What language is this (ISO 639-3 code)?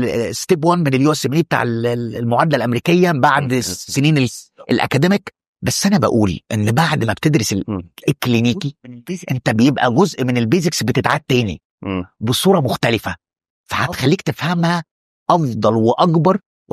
arz